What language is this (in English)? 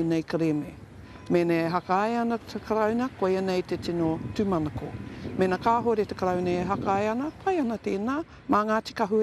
Māori